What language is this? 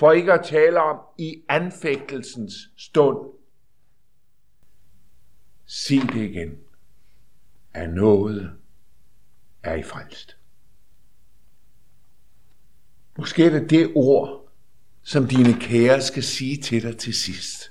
Danish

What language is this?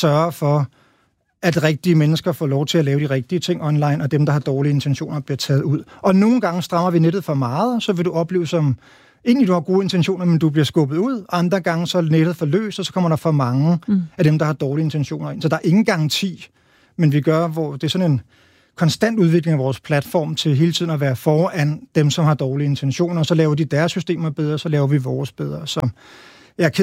Danish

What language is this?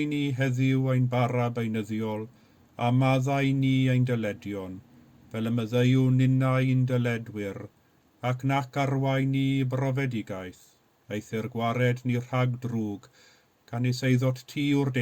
Welsh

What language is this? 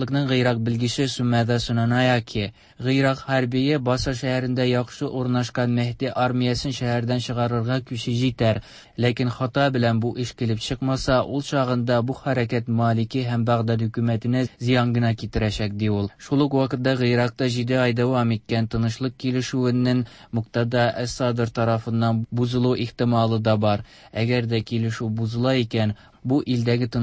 Tatar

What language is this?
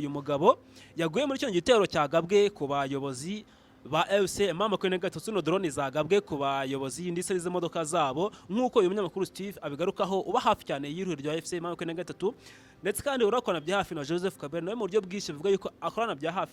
Kinyarwanda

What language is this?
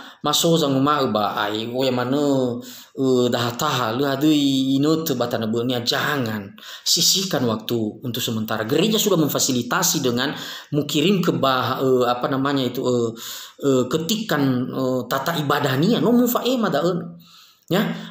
Nias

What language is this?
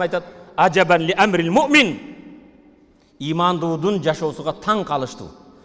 Kyrgyz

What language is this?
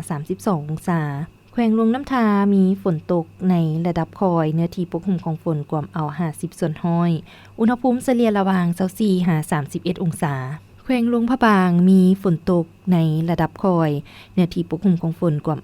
Lao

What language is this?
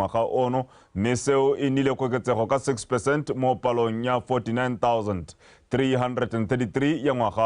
Tswana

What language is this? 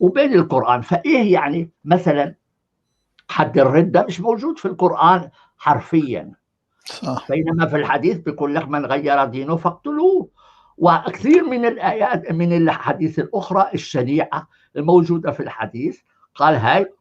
North Levantine Arabic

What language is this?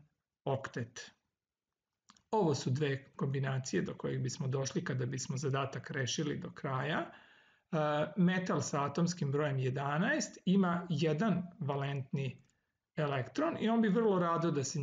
Serbian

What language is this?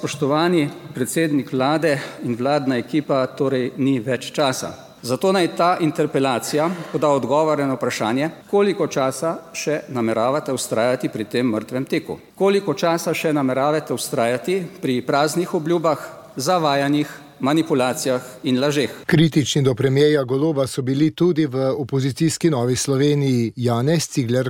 Slovenian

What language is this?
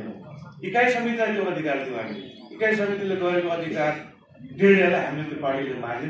Nepali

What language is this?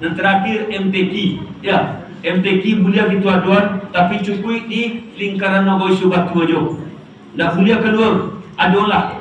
Minangkabau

